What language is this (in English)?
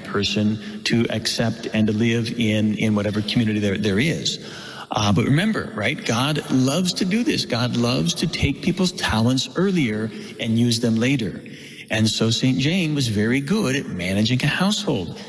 English